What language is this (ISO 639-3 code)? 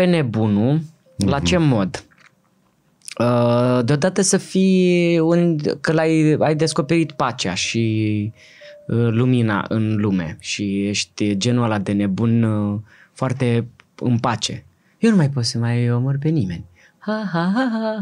ron